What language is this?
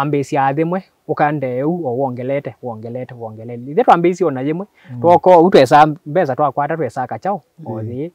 Kamba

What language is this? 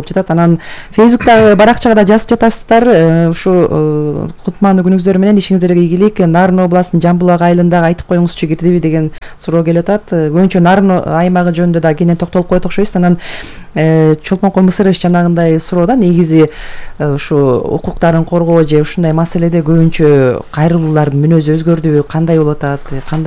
Kyrgyz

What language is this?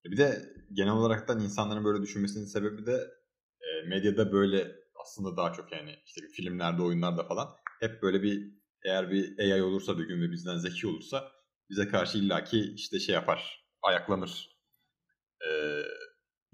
Turkish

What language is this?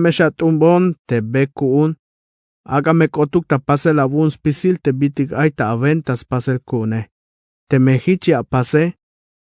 Tzeltal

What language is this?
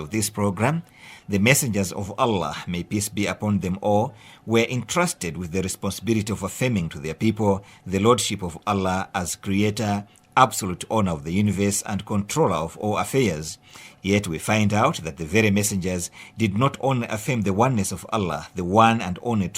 English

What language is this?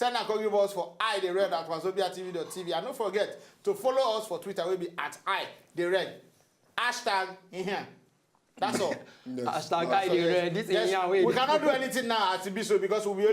Nigerian Pidgin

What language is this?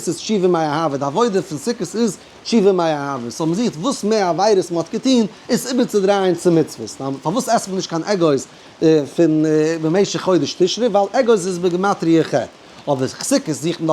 Yiddish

